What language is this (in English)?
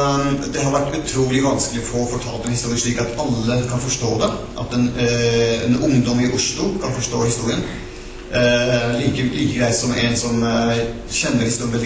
Norwegian